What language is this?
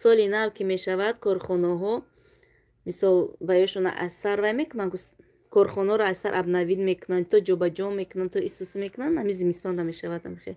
Tajik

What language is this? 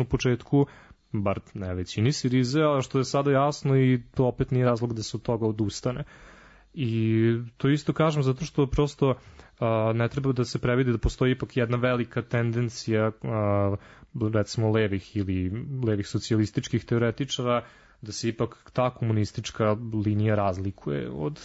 Serbian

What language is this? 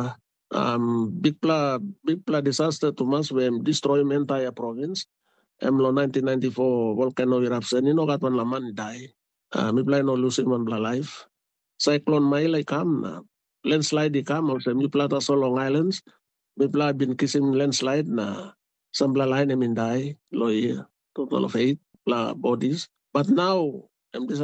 Tok Pisin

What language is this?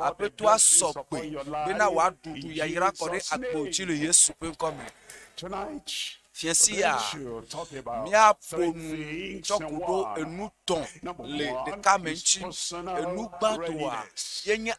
Ewe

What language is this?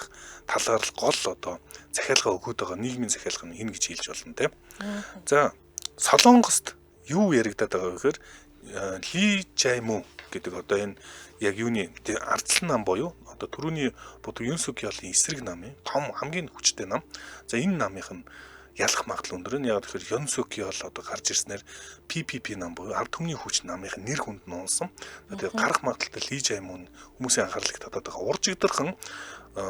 Mongolian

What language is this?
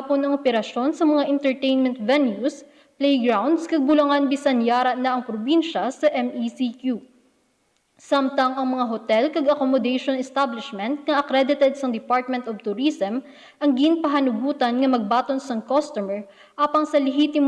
Hiligaynon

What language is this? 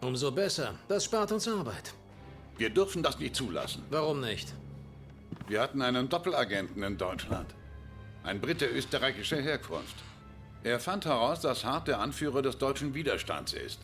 Bavarian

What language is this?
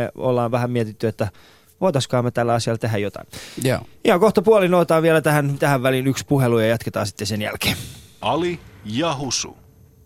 Finnish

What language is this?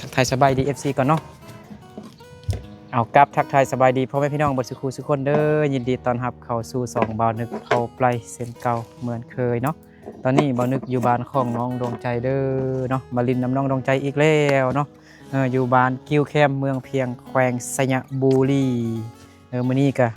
Lao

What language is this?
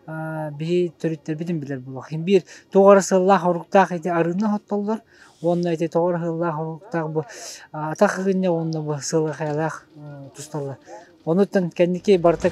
Yakut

